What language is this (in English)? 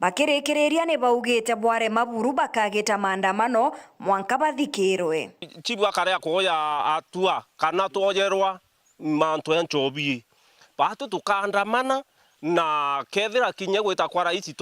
Meru